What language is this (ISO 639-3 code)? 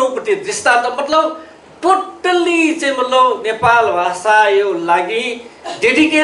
new